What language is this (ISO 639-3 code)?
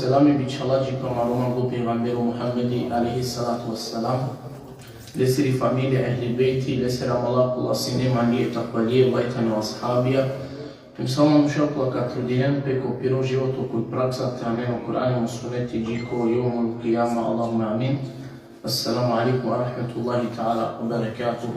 rmn